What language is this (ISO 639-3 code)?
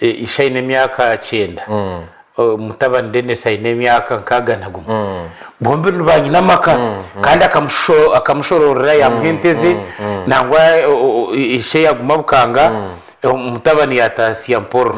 nyn